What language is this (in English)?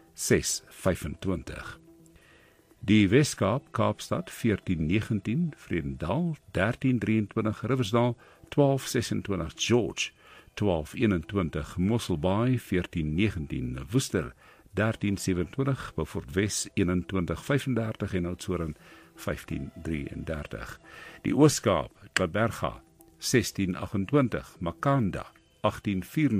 Afrikaans